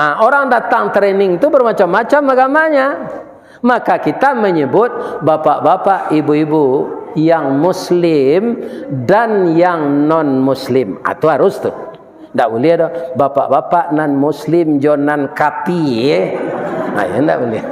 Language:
Minangkabau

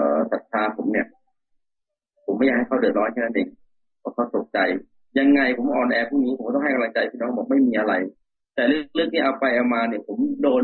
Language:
Thai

